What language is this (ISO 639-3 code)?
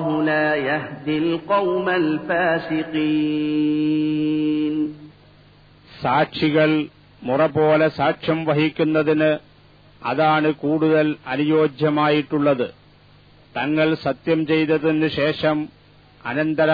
mal